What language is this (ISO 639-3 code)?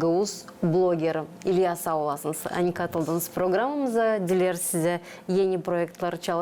gag